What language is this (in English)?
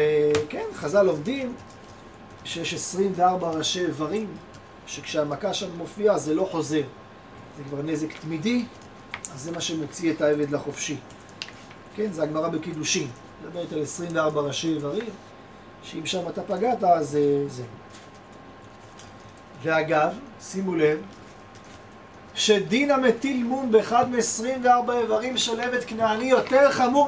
Hebrew